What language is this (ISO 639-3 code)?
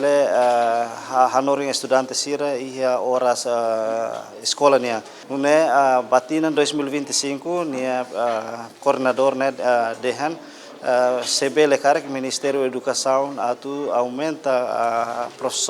tet